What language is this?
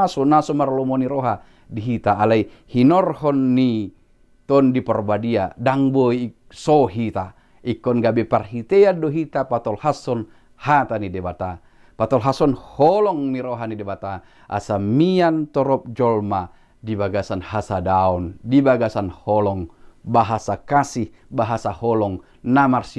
Batak Toba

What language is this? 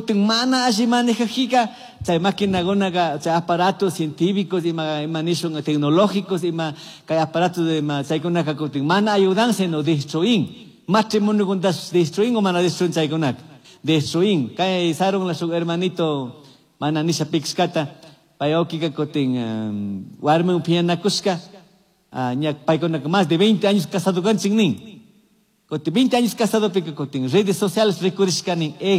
Chimborazo Highland Quichua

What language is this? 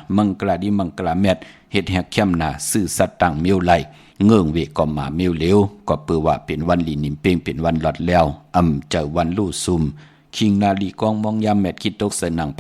Shan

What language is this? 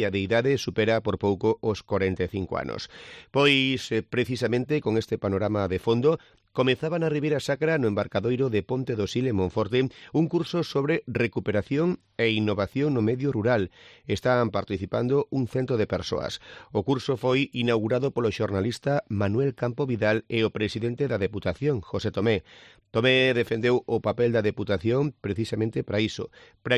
Galician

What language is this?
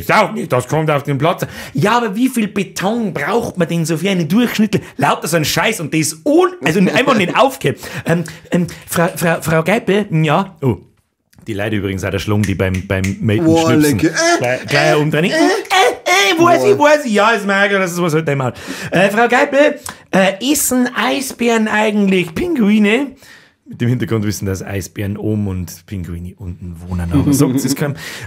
Bavarian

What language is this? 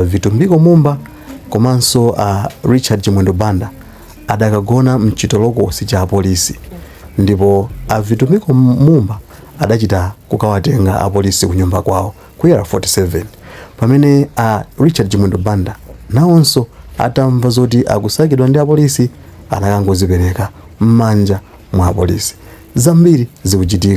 Nyanja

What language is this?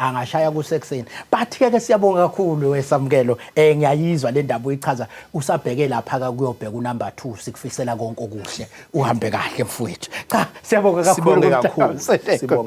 Zulu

